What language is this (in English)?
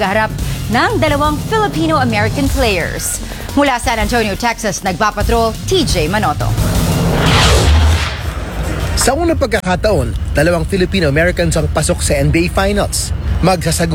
Filipino